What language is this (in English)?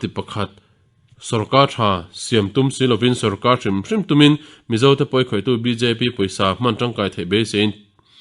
Mizo